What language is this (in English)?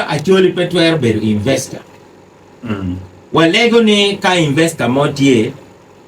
Acoli